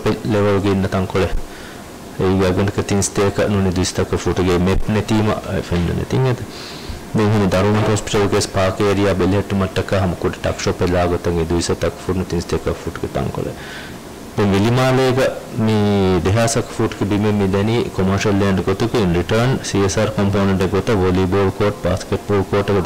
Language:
Divehi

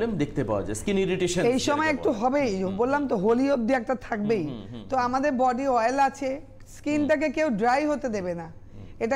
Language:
Bangla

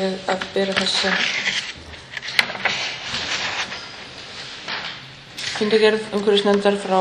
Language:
Icelandic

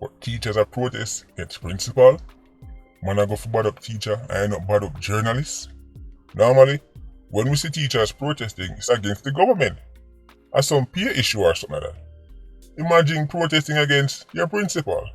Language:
Jamaican Creole English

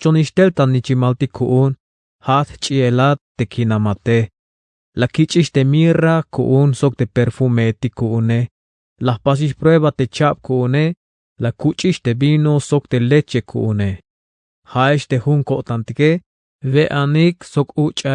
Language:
Tzeltal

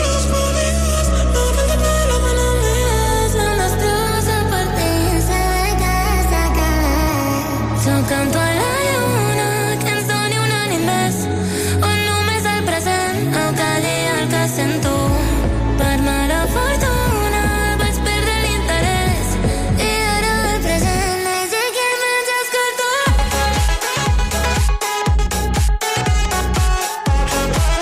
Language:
Catalan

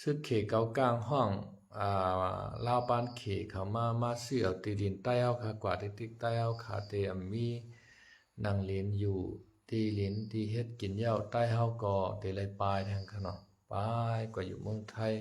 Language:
Shan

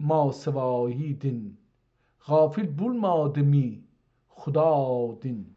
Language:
South Azerbaijani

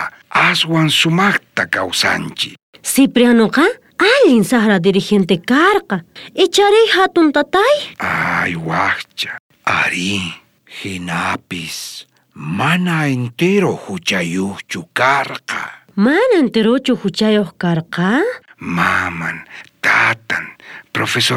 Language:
South Bolivian Quechua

